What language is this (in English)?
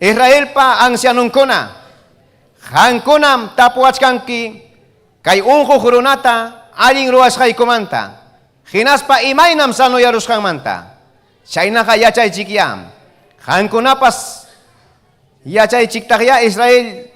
Ayacucho Quechua